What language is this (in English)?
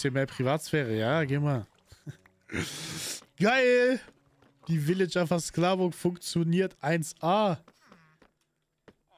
German